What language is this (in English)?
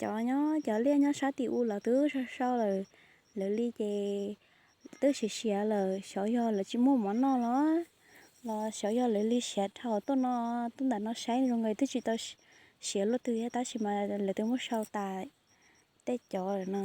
Hmong